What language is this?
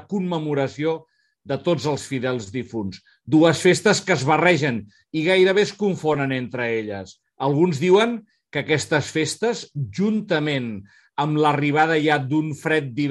Catalan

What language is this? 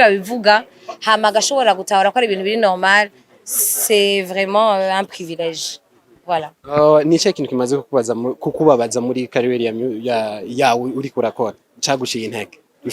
Rundi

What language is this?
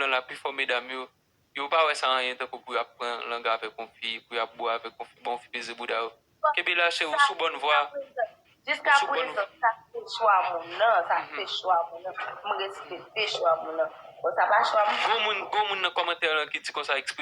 Haitian Creole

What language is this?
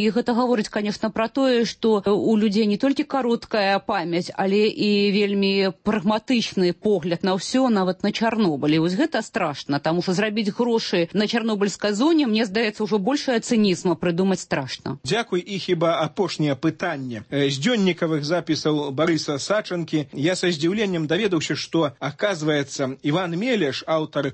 Belarusian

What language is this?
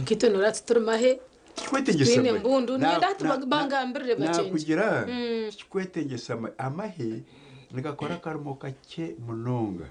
Nyankole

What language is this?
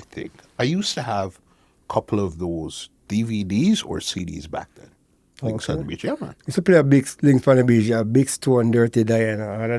Jamaican Creole English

